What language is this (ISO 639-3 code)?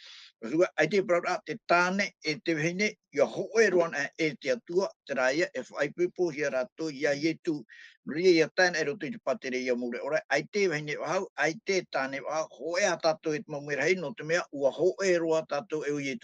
tah